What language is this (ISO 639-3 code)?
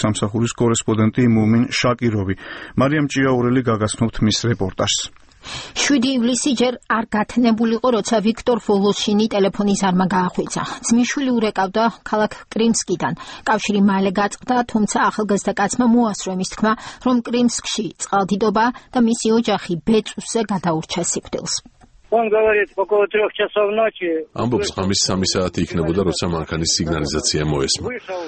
kat